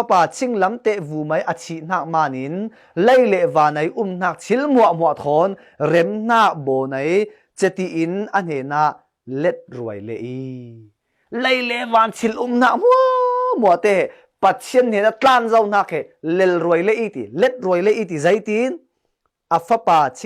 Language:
Falam Chin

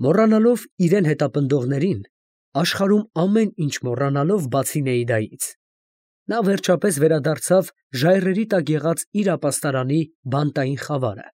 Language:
Armenian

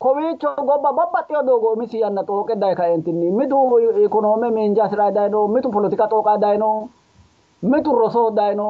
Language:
Sidamo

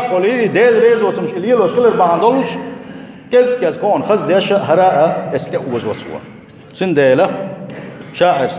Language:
Chechen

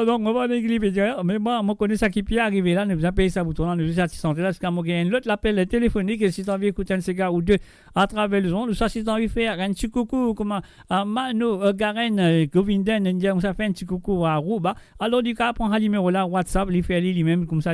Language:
Morisyen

